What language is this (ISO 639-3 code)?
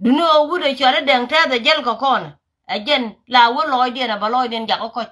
nus